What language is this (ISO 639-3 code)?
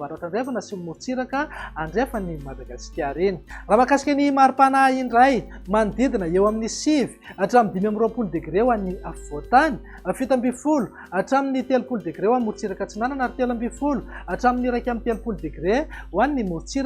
mlg